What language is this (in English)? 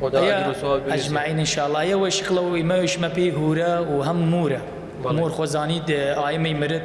Southern Kurdish